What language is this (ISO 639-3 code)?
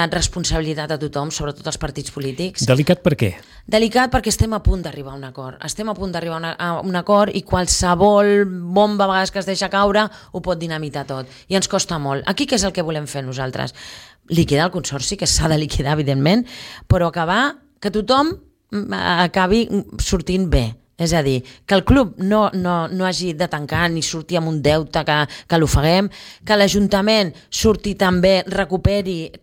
cat